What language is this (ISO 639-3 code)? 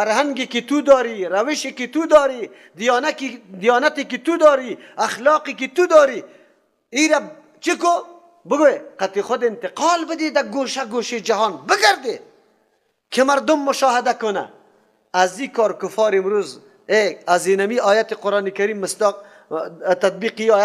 fas